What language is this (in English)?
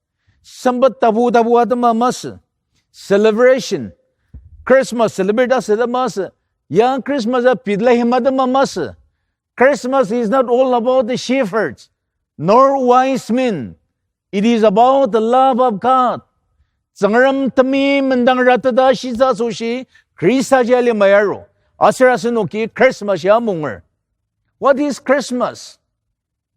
Ao Naga